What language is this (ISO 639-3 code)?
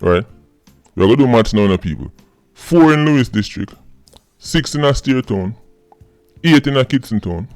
jam